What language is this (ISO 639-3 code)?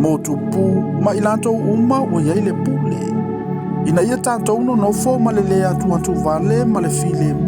smo